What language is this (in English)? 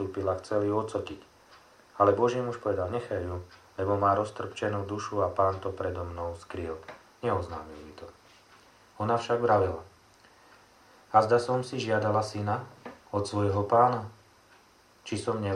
Slovak